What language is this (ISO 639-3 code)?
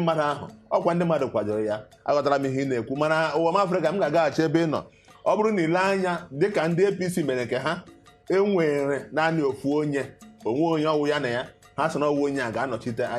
ibo